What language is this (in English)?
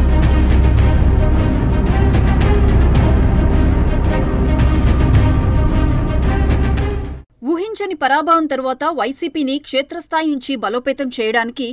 Telugu